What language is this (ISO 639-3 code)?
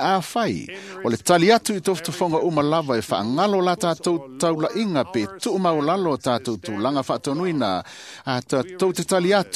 smo